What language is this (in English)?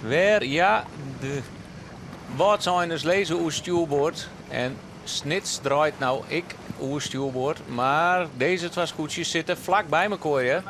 Western Frisian